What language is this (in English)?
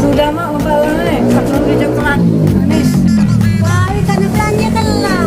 Musi